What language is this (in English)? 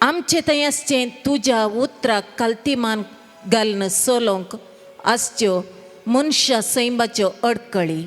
Konkani